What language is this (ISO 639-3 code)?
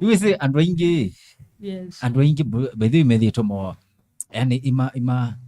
kam